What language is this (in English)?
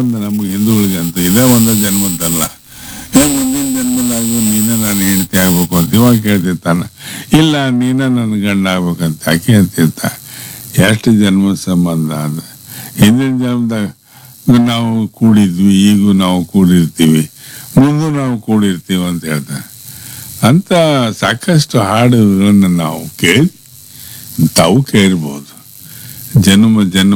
Kannada